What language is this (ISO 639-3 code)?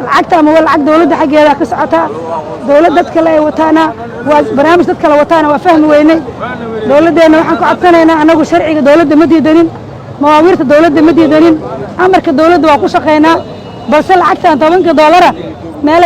som